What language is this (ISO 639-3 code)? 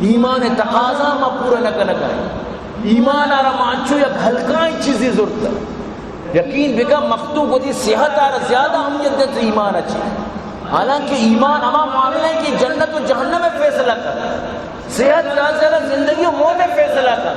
bgp